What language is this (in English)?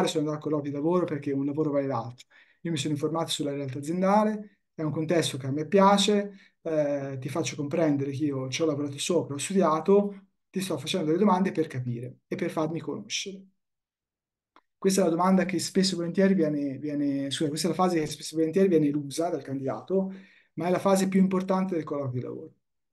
Italian